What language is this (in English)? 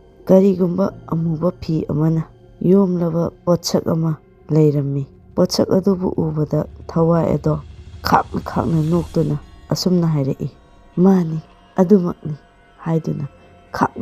Manipuri